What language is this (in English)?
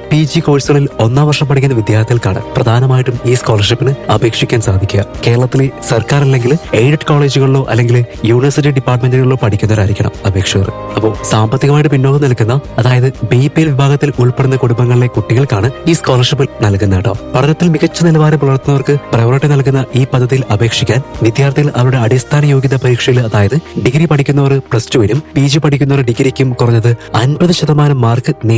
Malayalam